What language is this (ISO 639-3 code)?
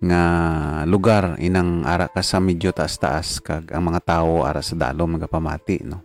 hil